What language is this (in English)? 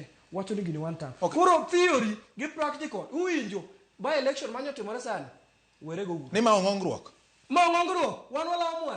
Luo (Kenya and Tanzania)